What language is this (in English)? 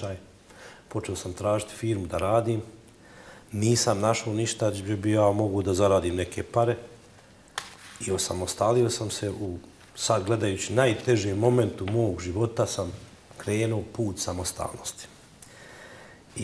Bosnian